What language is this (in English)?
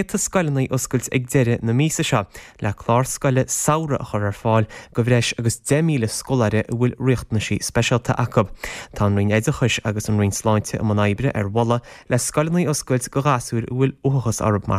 Irish